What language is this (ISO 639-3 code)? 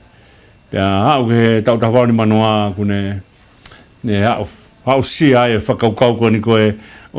ton